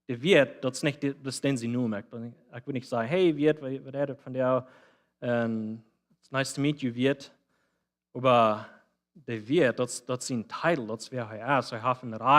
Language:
Plautdietsch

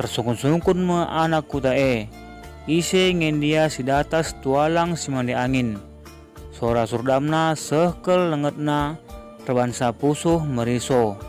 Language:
Batak Karo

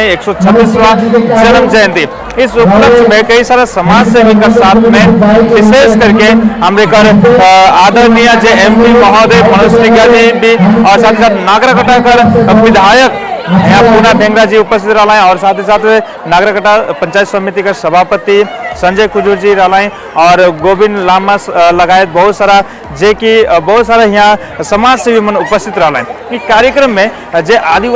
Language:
Sadri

